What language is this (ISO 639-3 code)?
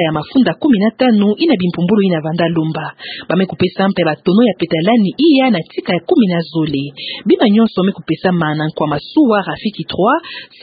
ktu